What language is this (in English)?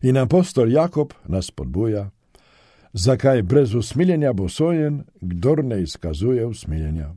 Slovenian